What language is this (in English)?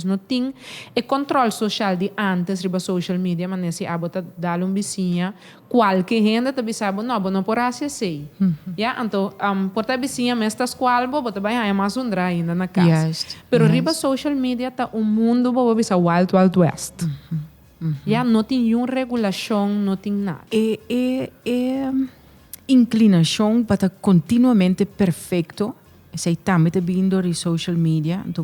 Papiamento